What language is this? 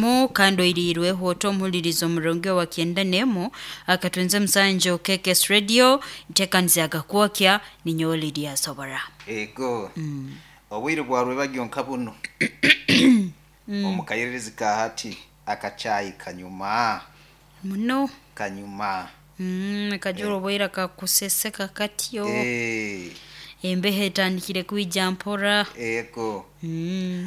Nyoro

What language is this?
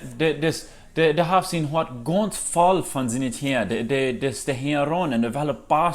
Plautdietsch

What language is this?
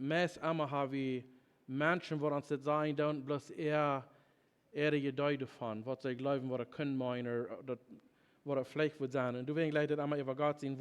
Plautdietsch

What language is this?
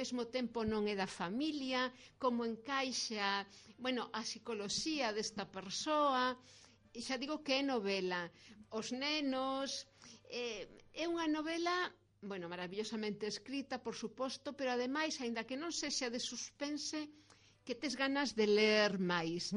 Galician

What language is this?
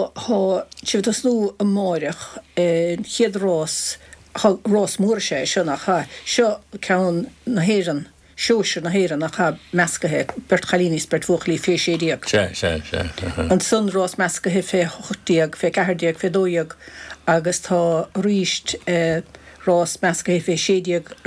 Irish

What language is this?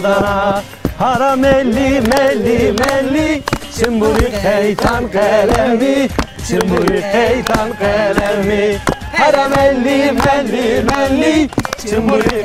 Zaza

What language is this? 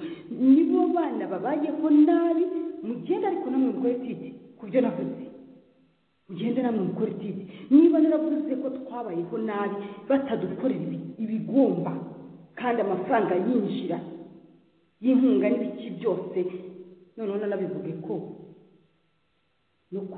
Kinyarwanda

